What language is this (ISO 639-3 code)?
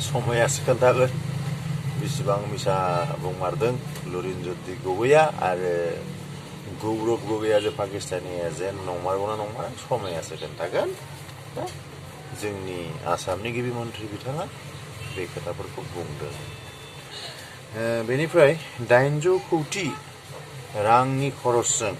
brx